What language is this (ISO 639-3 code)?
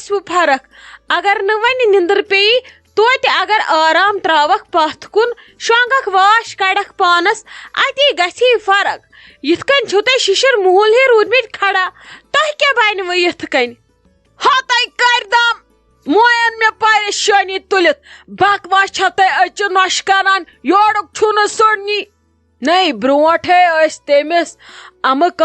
kas